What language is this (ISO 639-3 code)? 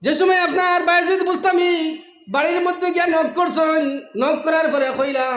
syl